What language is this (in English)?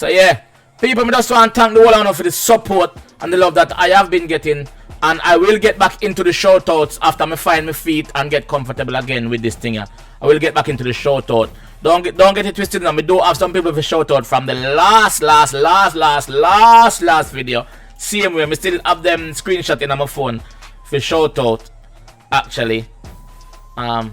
Jamaican Creole English